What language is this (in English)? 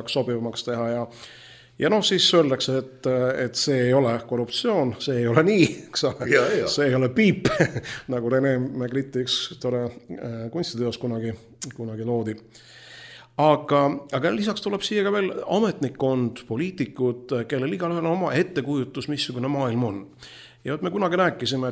Estonian